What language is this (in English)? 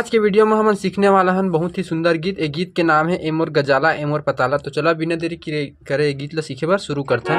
Chhattisgarhi